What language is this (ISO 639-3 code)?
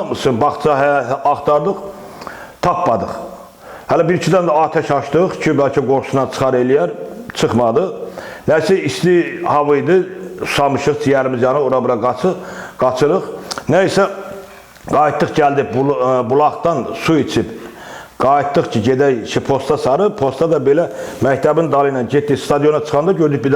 aze